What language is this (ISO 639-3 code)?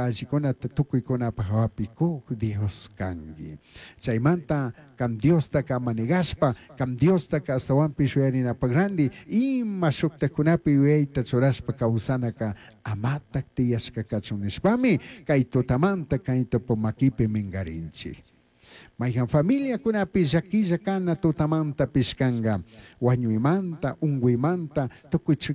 qug